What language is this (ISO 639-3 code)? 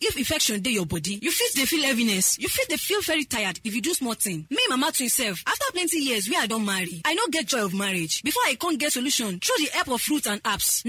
pcm